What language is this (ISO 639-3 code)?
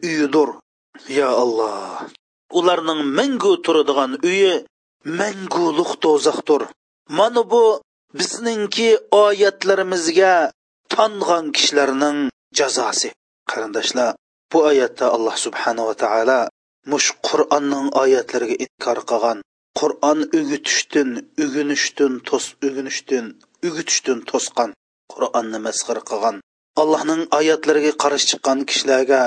uig